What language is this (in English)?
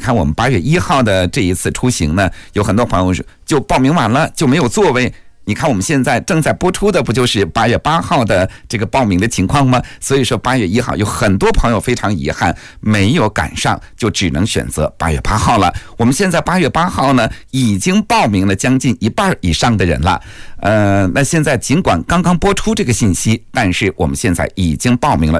Chinese